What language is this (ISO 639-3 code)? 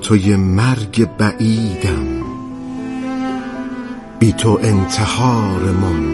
fas